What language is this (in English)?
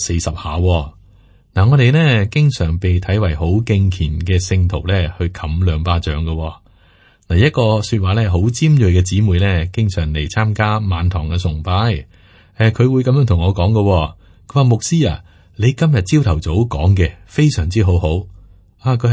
Cantonese